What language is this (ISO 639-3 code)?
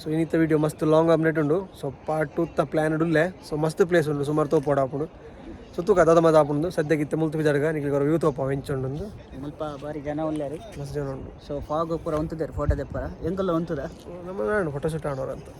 tcy